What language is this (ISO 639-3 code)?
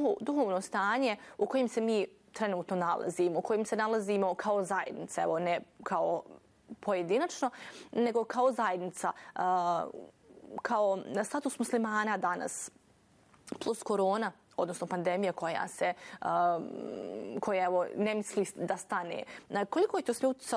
bos